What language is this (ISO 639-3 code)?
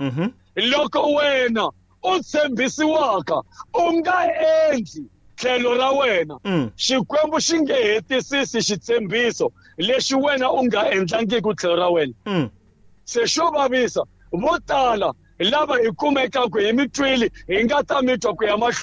tso